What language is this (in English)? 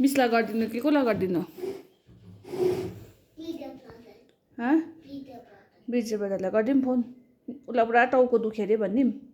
Nepali